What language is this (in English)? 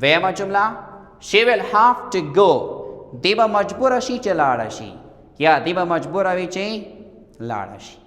Pashto